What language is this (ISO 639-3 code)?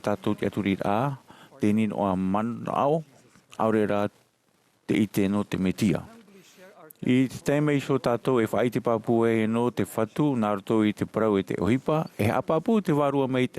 tah